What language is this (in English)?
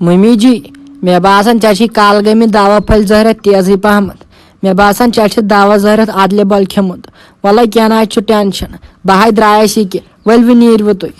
Kashmiri